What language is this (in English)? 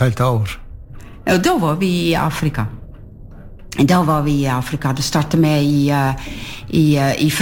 Norwegian